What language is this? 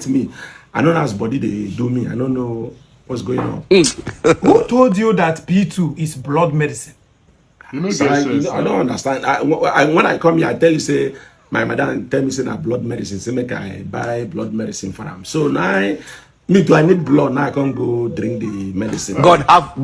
Nigerian Pidgin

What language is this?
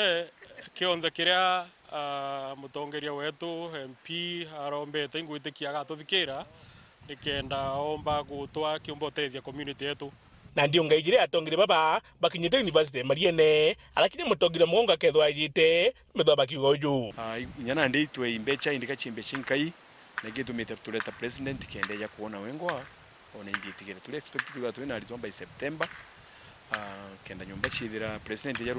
Meru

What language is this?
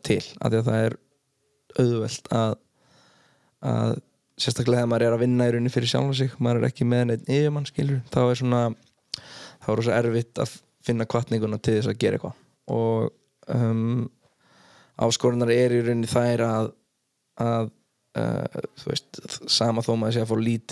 Icelandic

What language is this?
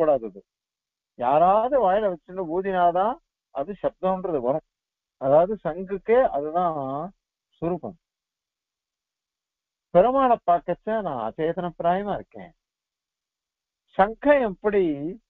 Tamil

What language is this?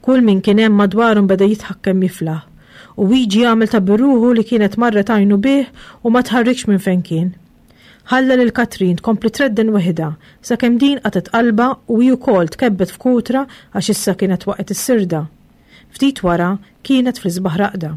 Maltese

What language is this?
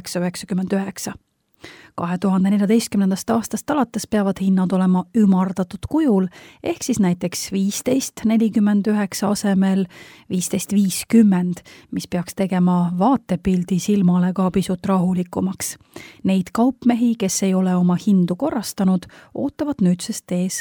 Estonian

